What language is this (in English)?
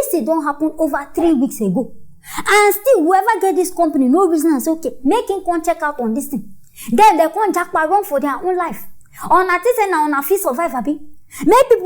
Nigerian Pidgin